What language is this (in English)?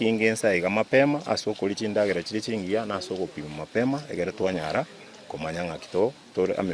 Gusii